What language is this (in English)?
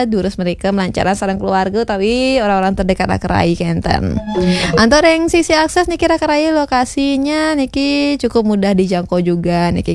Balinese